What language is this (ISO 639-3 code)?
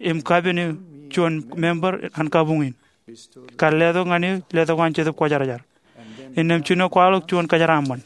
mah